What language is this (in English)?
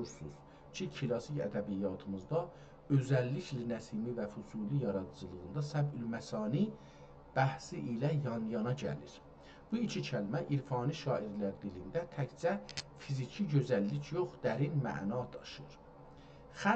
South Azerbaijani